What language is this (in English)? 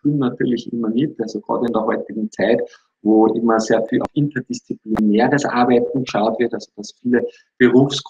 German